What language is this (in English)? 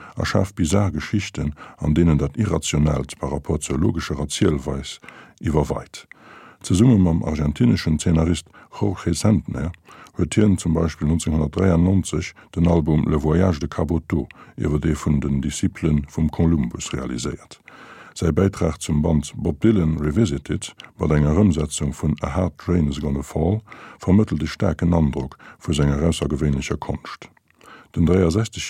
Luxembourgish